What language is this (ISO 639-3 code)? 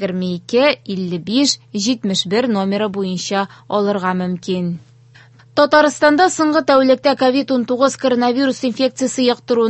tat